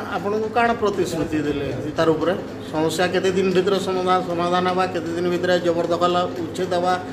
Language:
Odia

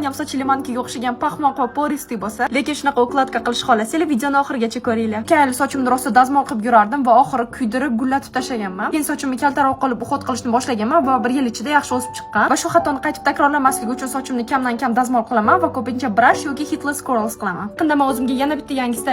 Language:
Uzbek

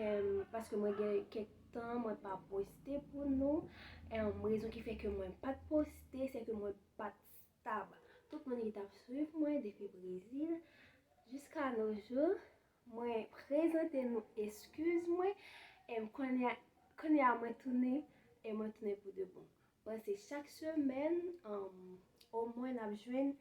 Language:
Haitian Creole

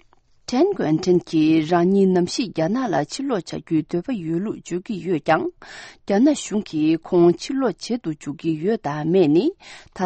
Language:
Tibetan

